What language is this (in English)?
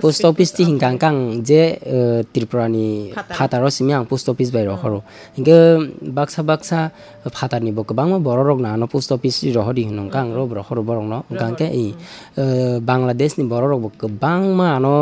Kok Borok